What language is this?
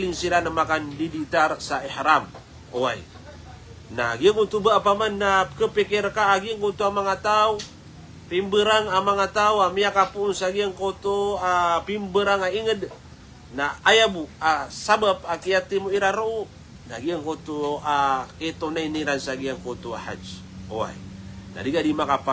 Maranao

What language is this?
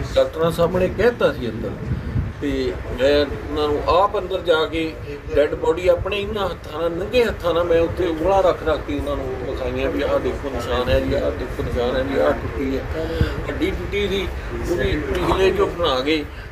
Punjabi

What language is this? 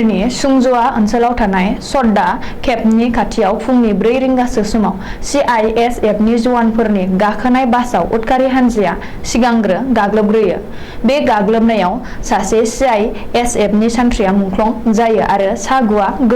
Bodo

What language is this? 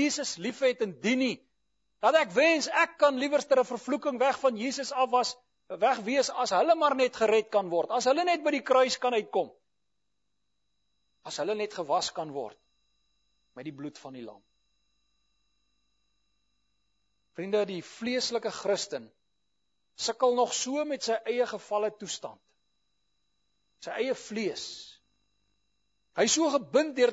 Afrikaans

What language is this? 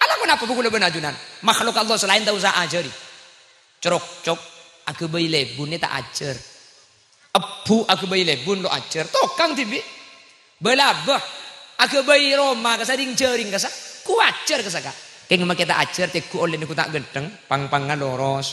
Madurese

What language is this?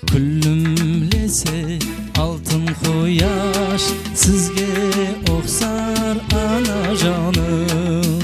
Kara-Kalpak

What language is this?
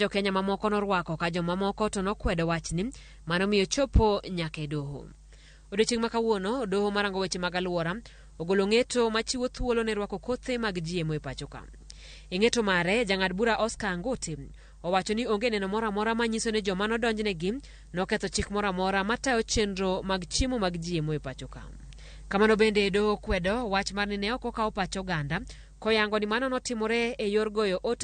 Luo (Kenya and Tanzania)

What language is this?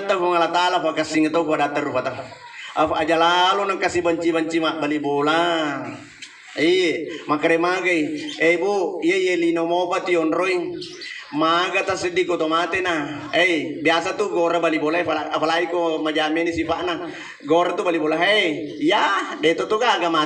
Buginese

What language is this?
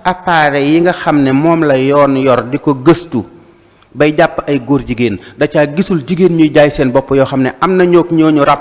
Wolof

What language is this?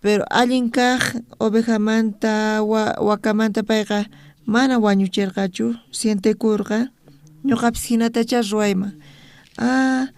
South Bolivian Quechua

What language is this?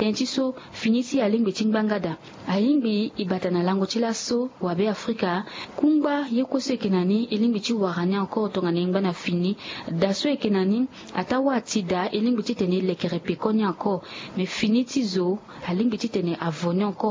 Sango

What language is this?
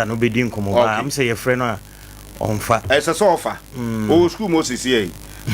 Akan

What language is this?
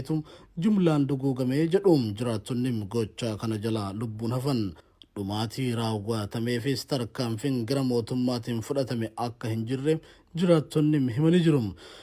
Oromo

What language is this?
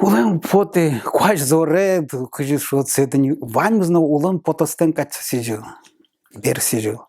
Udmurt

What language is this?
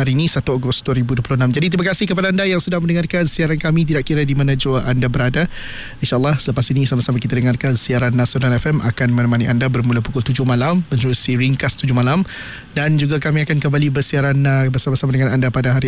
Malay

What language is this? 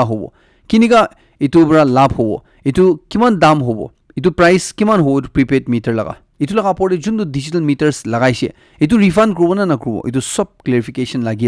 Naga Pidgin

